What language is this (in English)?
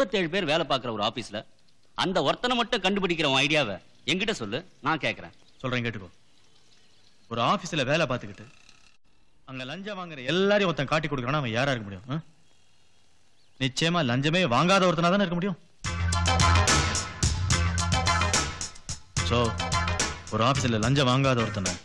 Tamil